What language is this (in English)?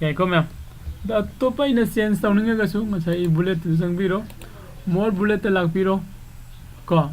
Manipuri